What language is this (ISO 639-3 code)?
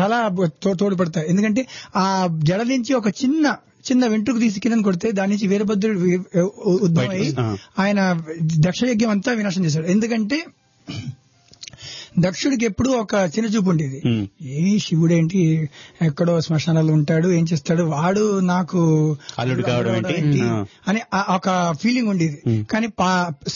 tel